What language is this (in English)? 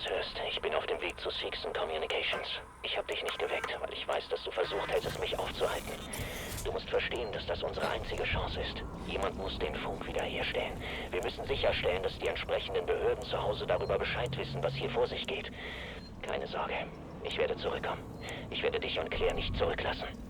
Bavarian